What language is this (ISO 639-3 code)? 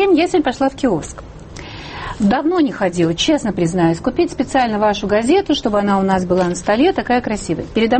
rus